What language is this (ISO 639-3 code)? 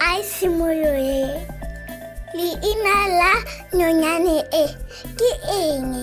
tsn